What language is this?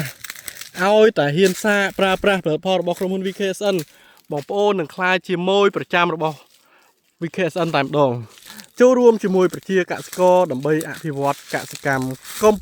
Khmer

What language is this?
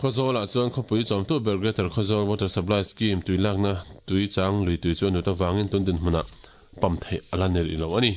Mizo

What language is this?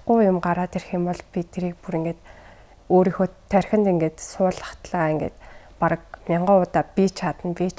Mongolian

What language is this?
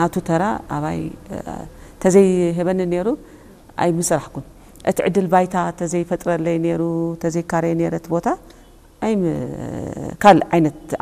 Tigrinya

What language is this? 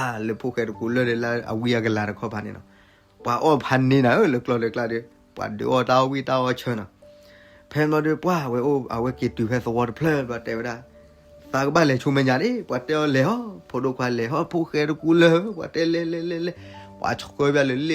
S'gaw Karen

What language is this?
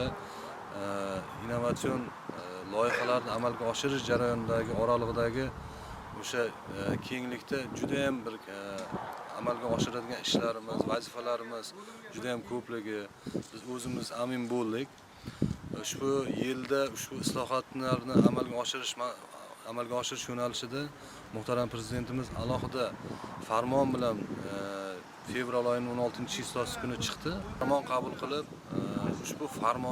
Uzbek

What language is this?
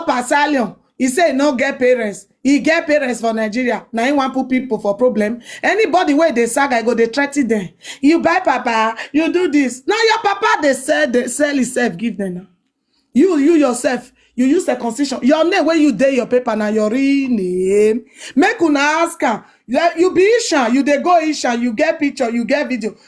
Nigerian Pidgin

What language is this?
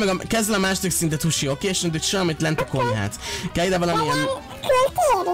Hungarian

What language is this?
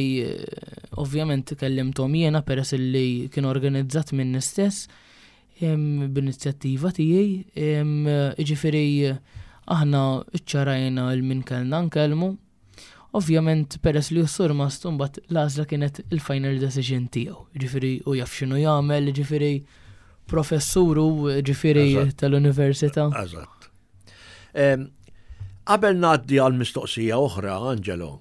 Maltese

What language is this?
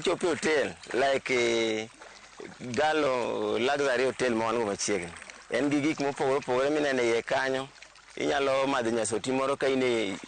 Luo (Kenya and Tanzania)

